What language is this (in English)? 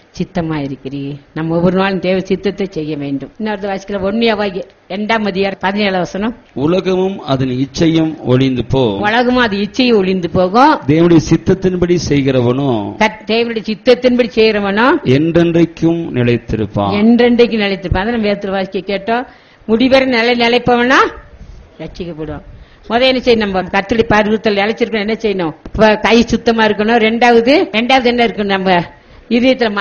Tamil